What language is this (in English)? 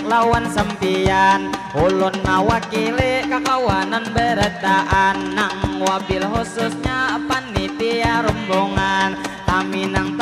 Banjar